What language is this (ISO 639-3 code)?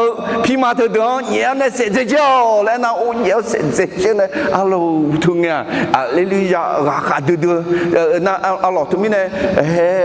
ahk